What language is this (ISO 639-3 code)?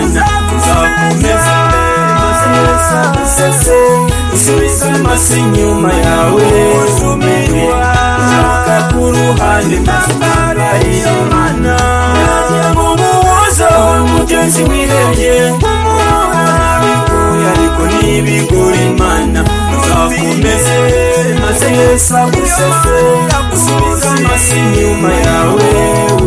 kin